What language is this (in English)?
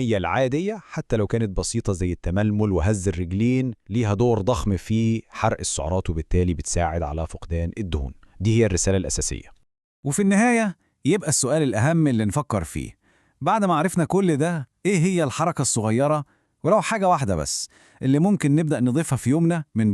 Egyptian Arabic